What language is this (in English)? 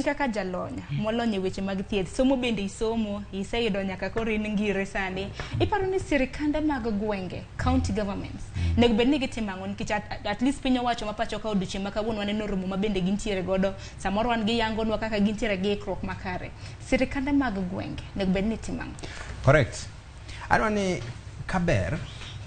Luo (Kenya and Tanzania)